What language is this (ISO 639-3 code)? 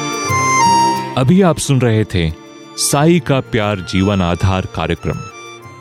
hin